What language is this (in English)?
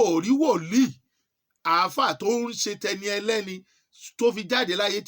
Yoruba